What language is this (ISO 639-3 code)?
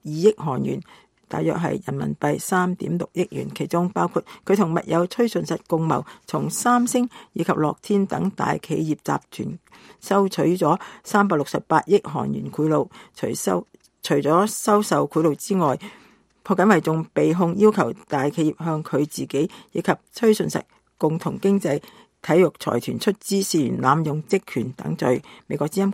yue